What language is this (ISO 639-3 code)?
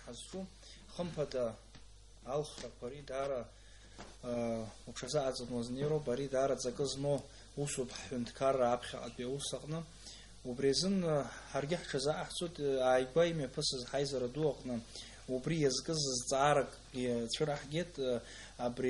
abk